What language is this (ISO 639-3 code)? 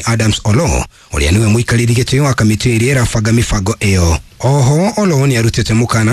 kik